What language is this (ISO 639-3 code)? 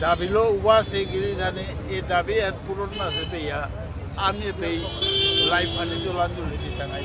bpy